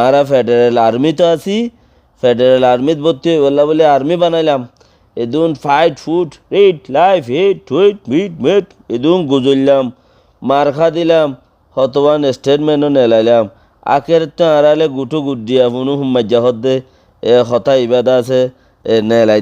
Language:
Rohingya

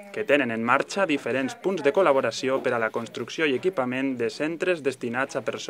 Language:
Catalan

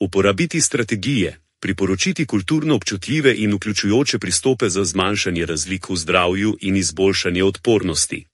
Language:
Slovenian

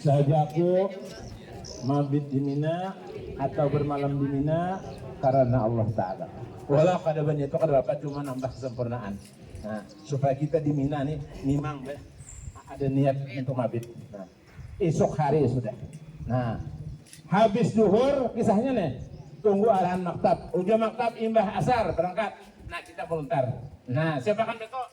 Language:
Banjar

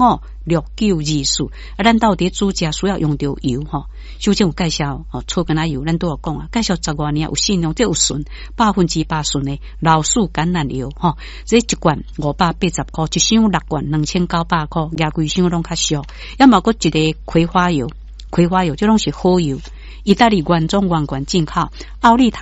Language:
Min Nan Chinese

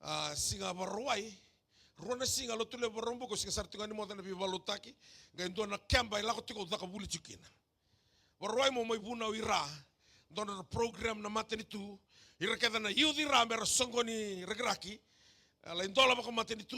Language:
Fijian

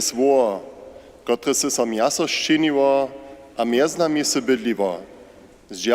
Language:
Upper Sorbian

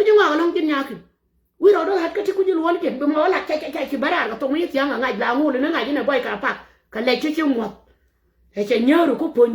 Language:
Nuer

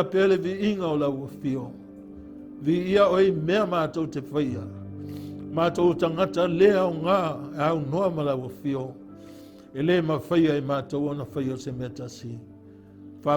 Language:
Samoan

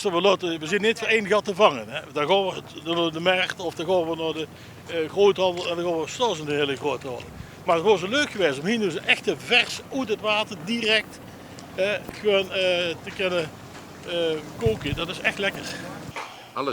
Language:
Limburgish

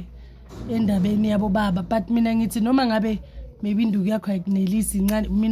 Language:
Zulu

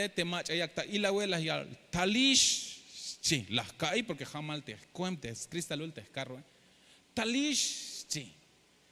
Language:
Tzeltal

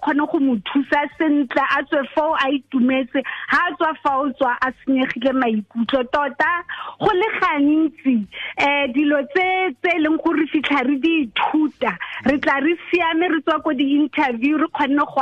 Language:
Tswana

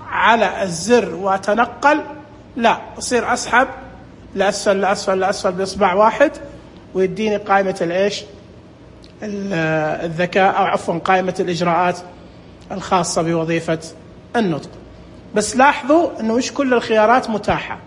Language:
Najdi Arabic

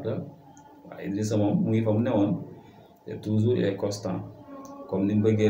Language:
Wolof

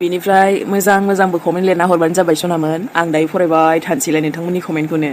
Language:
Bodo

